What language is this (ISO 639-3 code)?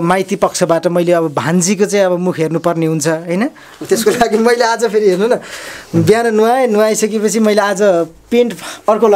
nep